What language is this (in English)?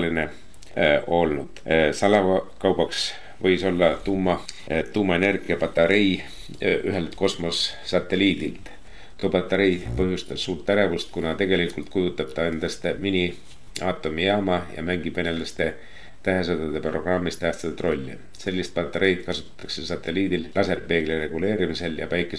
Estonian